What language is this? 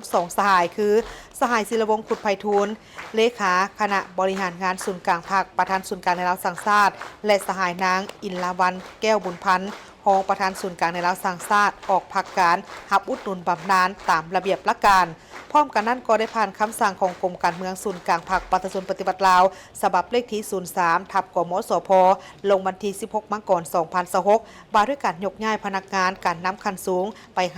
Lao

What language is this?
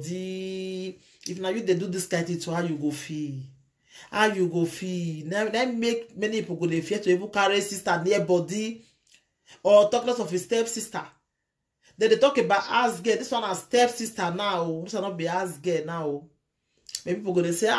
Nigerian Pidgin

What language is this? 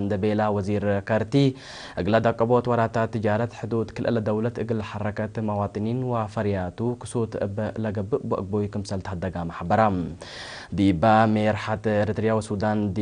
Tigre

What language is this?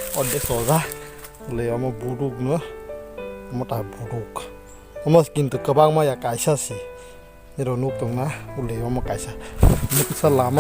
Kok Borok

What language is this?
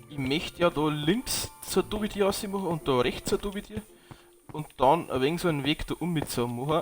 Bavarian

